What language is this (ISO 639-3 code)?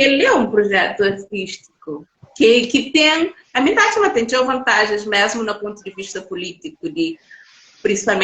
kea